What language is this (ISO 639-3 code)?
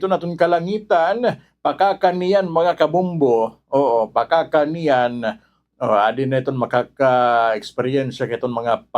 war